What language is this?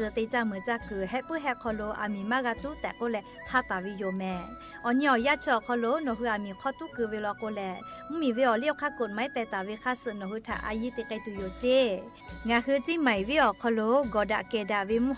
Lahu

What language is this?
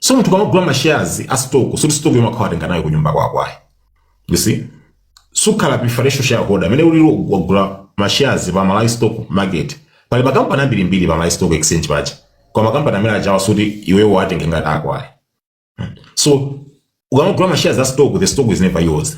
Nyanja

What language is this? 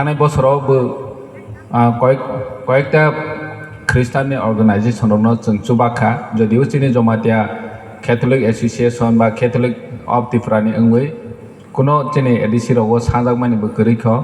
Kok Borok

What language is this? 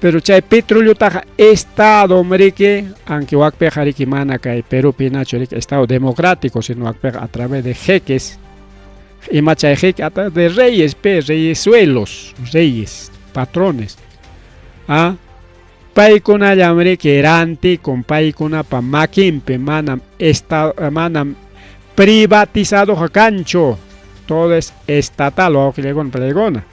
Ayacucho Quechua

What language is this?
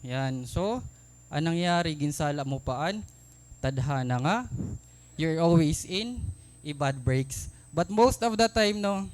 Waray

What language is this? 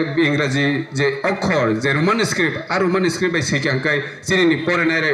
Kok Borok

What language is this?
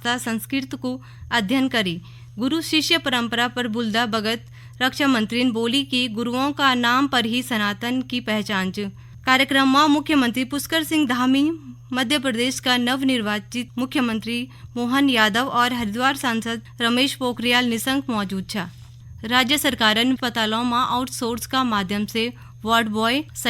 Garhwali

